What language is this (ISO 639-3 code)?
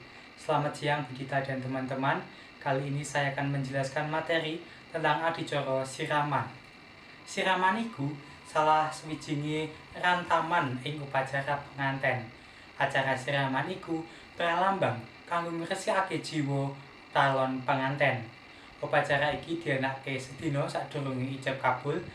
jav